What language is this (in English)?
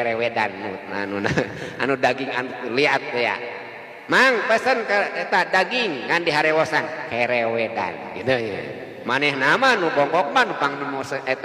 Sundanese